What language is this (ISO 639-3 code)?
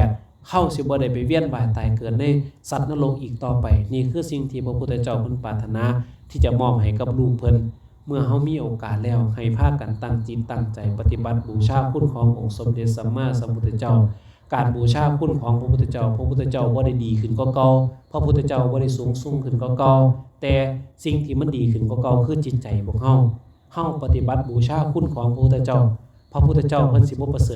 lao